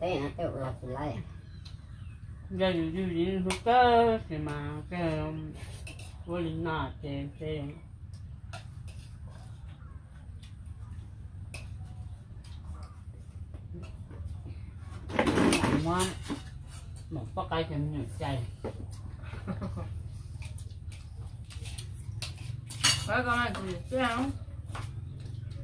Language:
Vietnamese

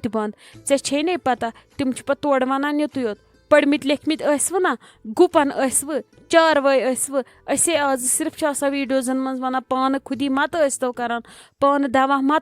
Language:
Kashmiri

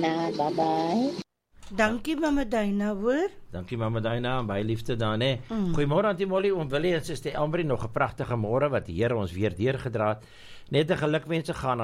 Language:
Afrikaans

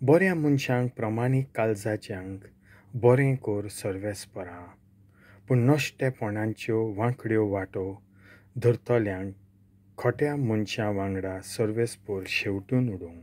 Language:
Konkani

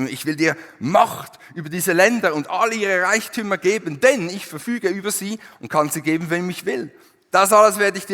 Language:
Swiss German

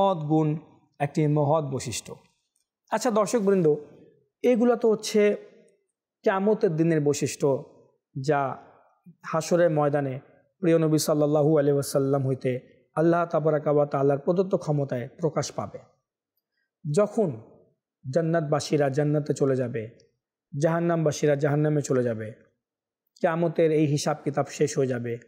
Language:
Bangla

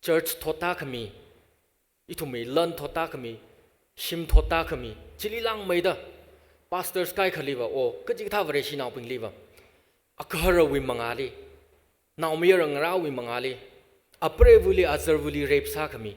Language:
Tangkhul Naga (India)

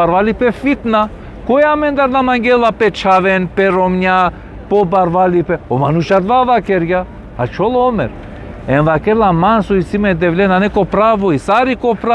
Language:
Balkan Romani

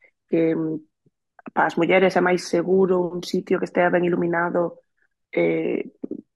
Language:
Galician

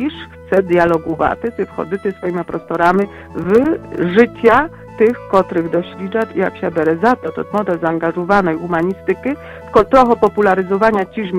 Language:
Polish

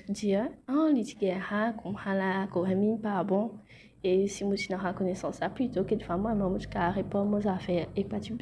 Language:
Morisyen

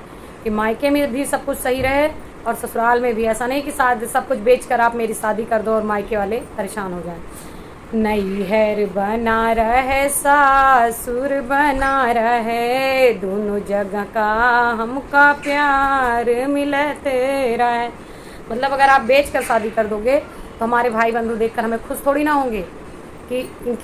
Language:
Awadhi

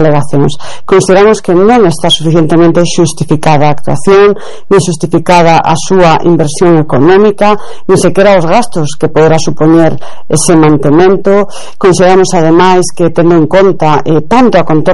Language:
Galician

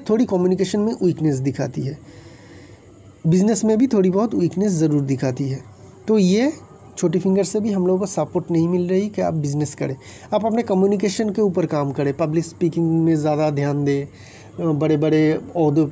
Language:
Hindi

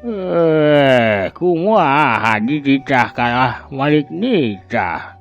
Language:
Sundanese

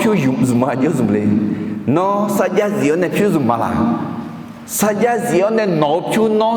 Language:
Akha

